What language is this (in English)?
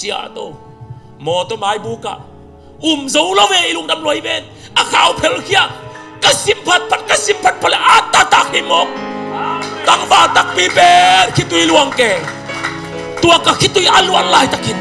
Tedim Chin